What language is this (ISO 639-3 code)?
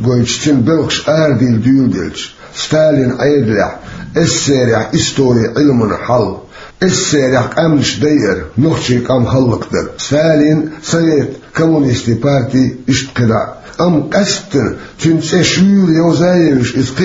che